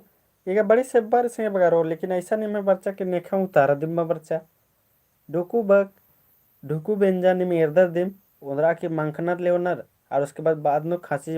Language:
Kurukh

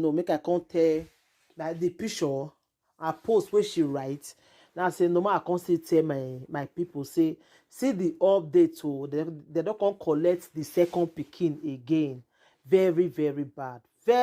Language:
Nigerian Pidgin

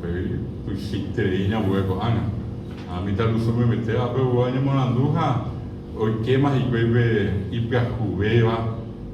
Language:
Guarani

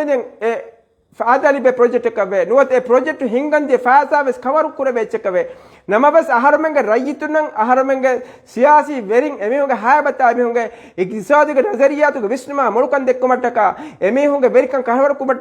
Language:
Divehi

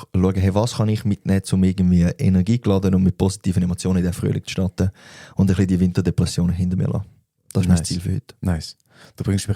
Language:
Swiss German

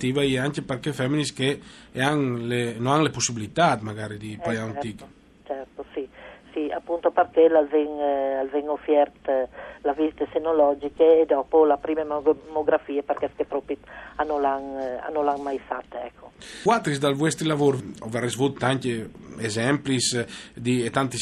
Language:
Friulian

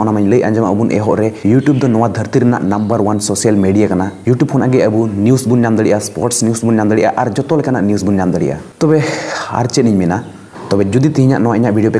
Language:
Santali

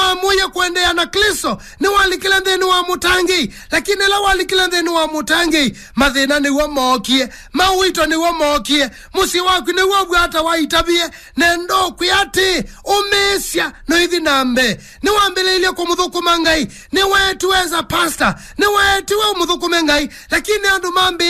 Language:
Kamba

